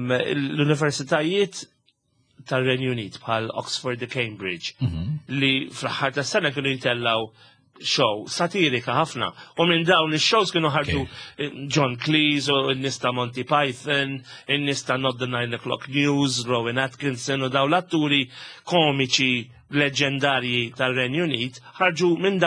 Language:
Maltese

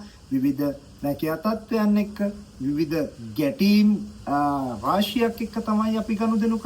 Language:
Sinhala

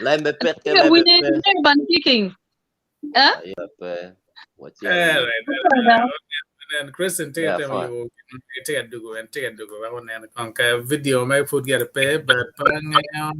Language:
Acoli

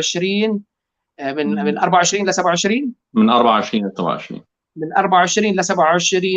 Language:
North Levantine Arabic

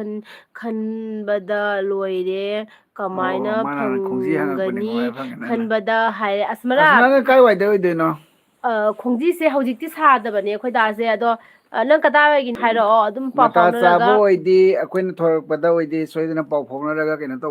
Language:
Manipuri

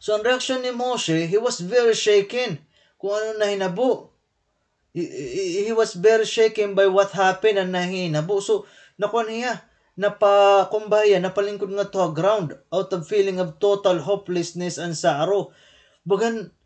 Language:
Waray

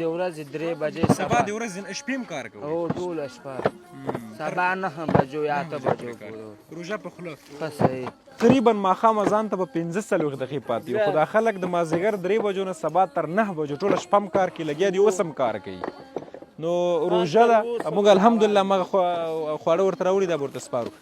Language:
Pashto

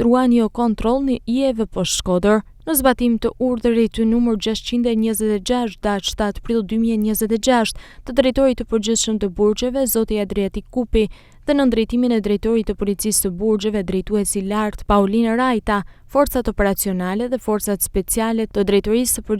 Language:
Albanian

